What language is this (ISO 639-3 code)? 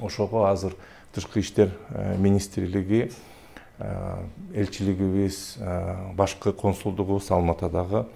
kir